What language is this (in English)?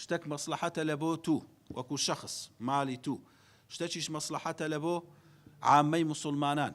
Central Kurdish